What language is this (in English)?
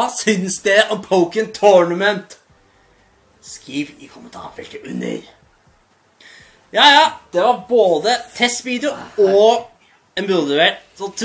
Norwegian